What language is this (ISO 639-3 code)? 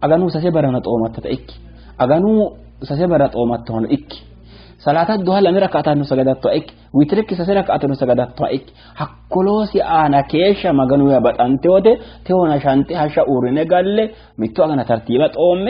sid